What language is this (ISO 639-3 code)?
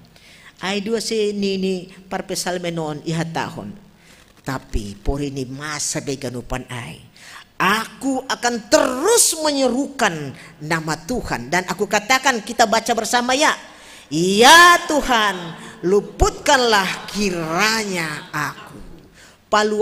bts